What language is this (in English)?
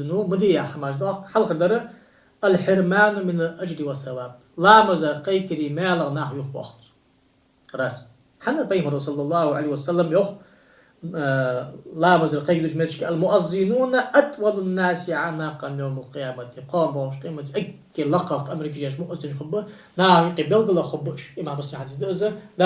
Ingush